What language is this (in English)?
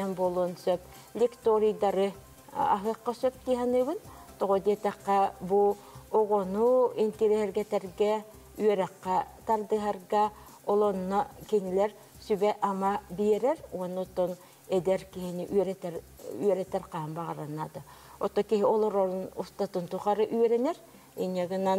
Yakut